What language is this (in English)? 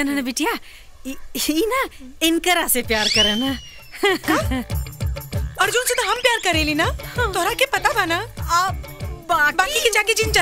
Bhojpuri